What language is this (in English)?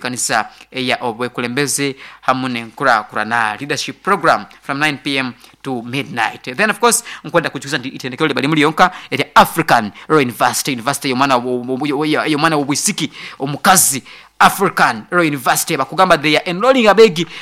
Nyoro